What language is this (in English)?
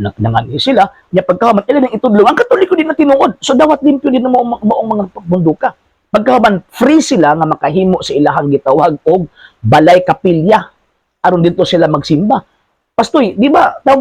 Cebuano